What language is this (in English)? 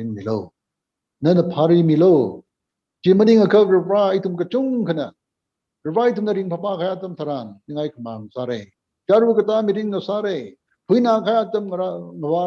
Tangkhul Naga (India)